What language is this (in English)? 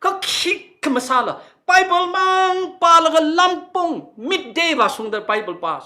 Tangkhul Naga (India)